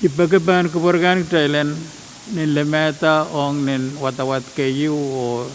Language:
Pohnpeian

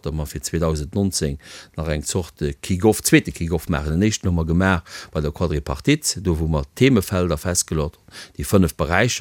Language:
Luxembourgish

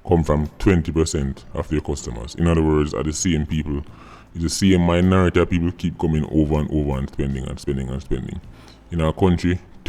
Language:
Jamaican Creole English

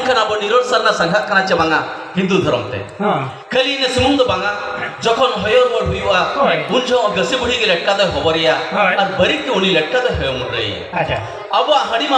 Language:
Santali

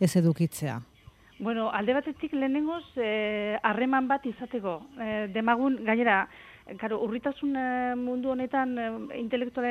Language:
Basque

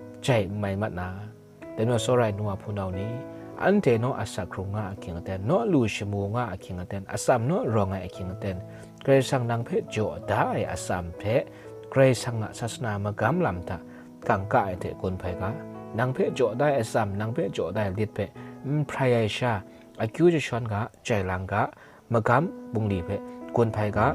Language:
Kachin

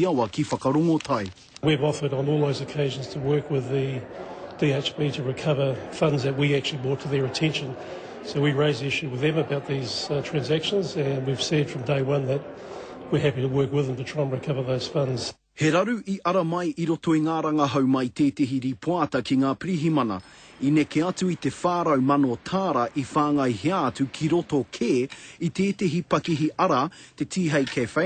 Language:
Māori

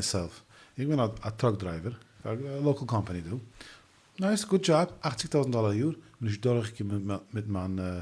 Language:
Yiddish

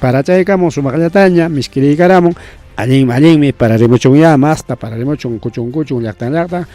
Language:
Ayacucho Quechua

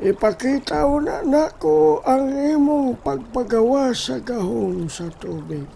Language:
Cebuano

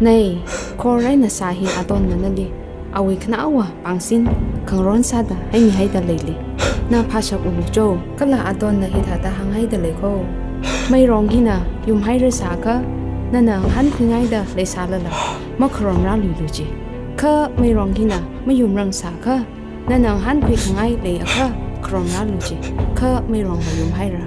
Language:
Tangkhul Naga (India)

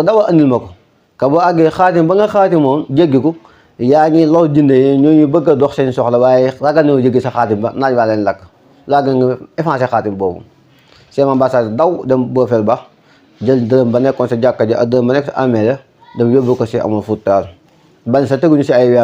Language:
Wolof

